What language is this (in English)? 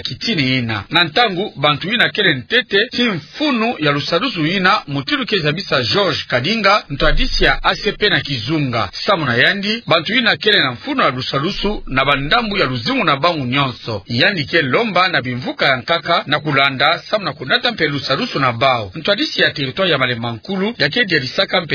Kituba (Democratic Republic of Congo)